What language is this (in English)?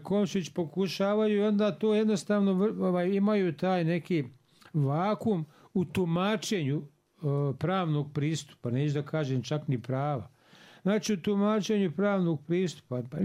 Bosnian